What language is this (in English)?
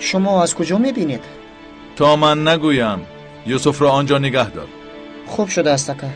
Tajik